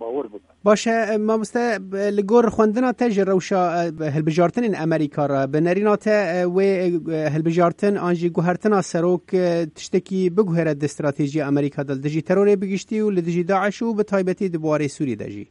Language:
Kurdish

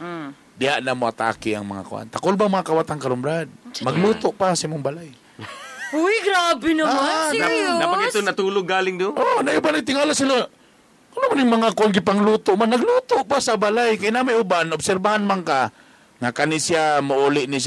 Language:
Cebuano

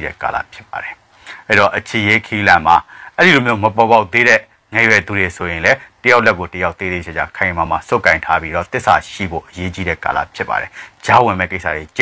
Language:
Burmese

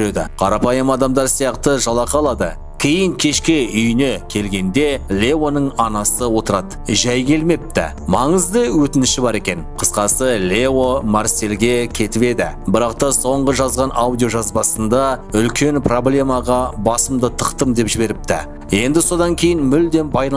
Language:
Kazakh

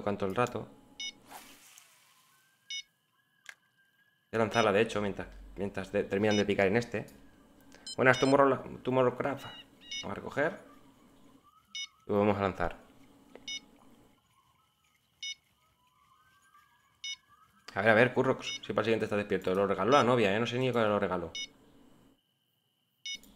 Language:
Spanish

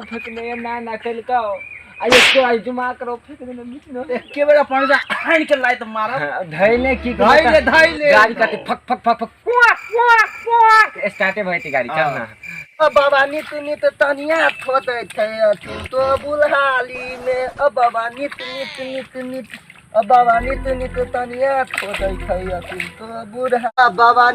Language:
Maithili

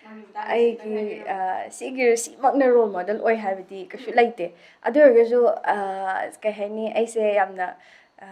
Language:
Manipuri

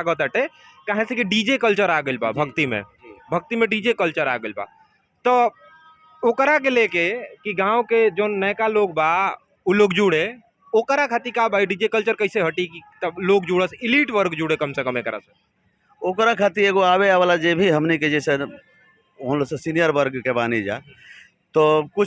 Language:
Bhojpuri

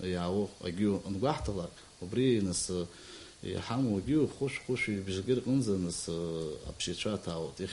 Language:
Abkhazian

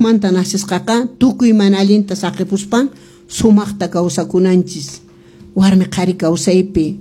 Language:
Quechua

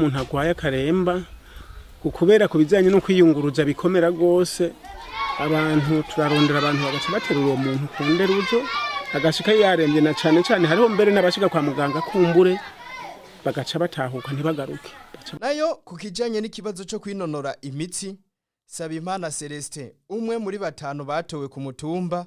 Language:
Rundi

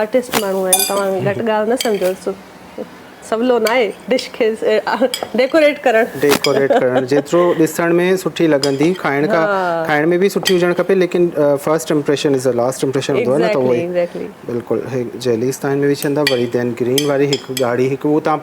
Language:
Sindhi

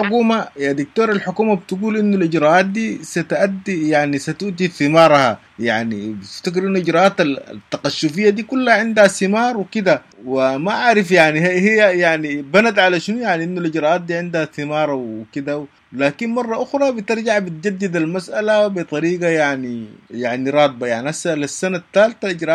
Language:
Sudanese Arabic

